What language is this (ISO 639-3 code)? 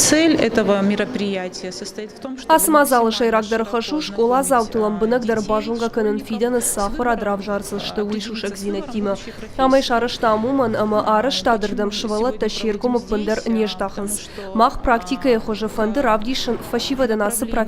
oss